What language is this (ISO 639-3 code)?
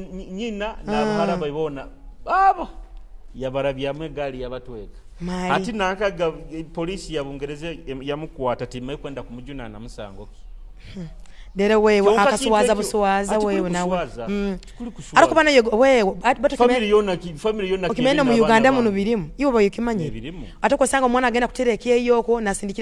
nyo